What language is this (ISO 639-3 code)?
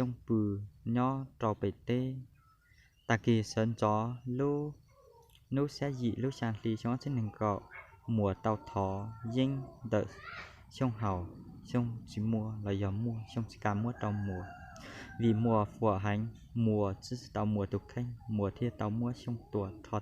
hmn